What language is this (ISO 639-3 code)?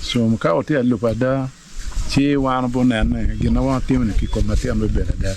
ach